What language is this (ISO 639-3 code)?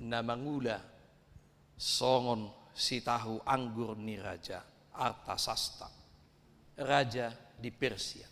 bbc